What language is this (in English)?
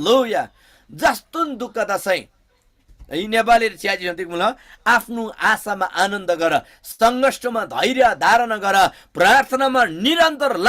Eastern Tamang